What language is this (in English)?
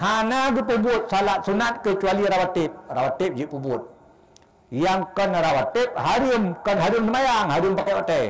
Achinese